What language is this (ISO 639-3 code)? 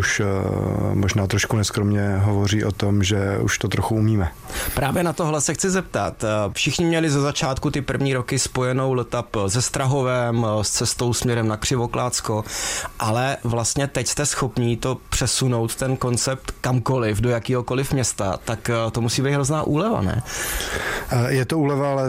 ces